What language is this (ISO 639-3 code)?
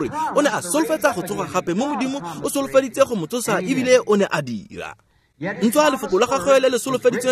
tsn